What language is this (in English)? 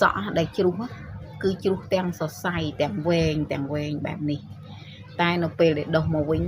Khmer